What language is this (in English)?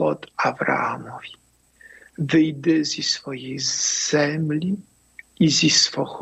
Ukrainian